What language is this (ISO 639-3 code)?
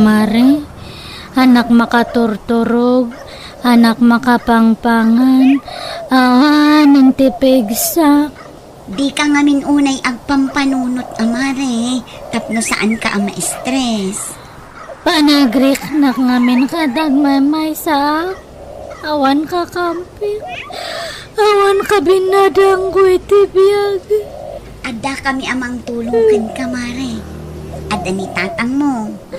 ilo